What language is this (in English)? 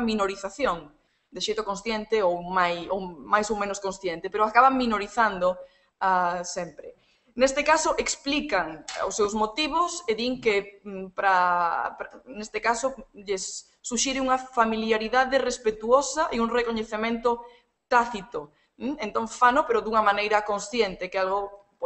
Galician